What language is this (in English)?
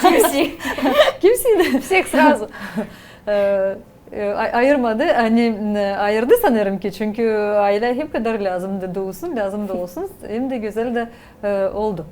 Gagauz